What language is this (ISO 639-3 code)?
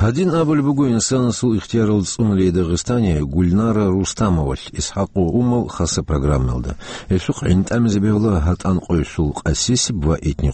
ava